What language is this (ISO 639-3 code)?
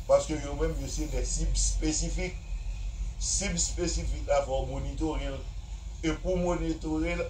hat